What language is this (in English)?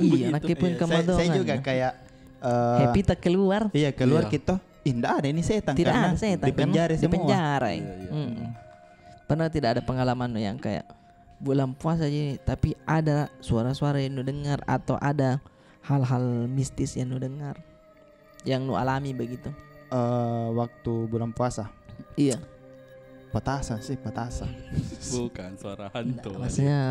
Makassar Malay